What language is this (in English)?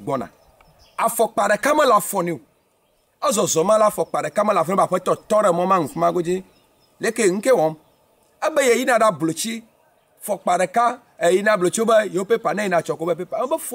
Ewe